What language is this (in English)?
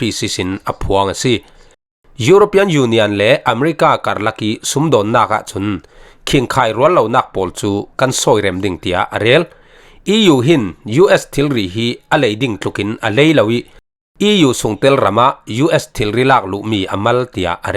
Falam Chin